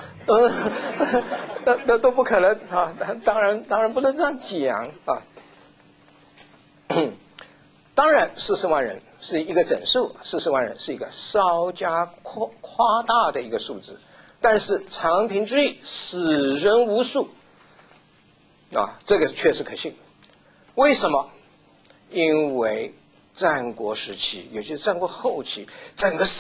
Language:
Chinese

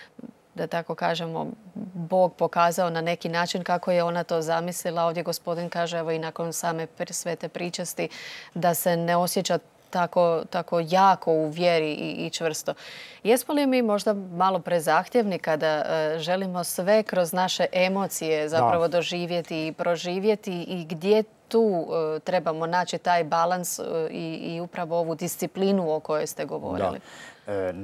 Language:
Croatian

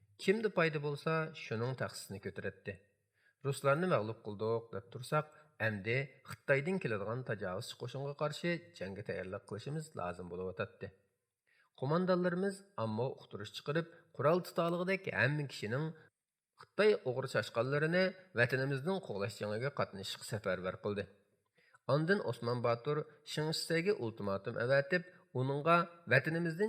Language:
Uyghur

